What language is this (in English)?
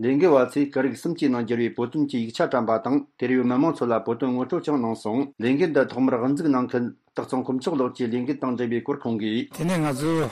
Tibetan